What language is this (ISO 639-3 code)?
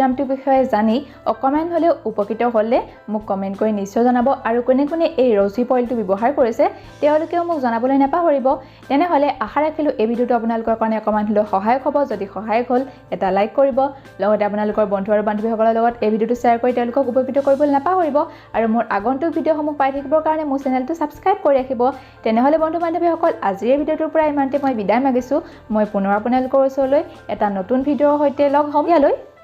asm